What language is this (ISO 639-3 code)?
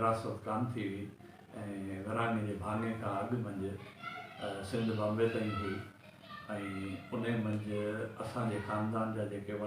snd